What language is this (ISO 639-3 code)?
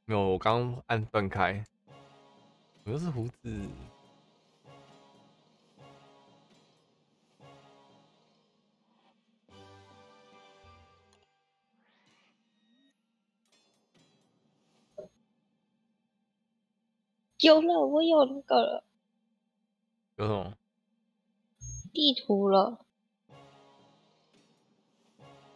zho